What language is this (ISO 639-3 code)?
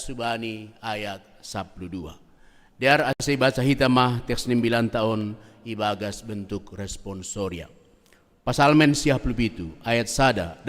bts